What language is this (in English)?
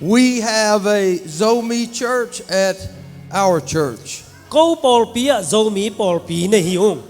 Tedim Chin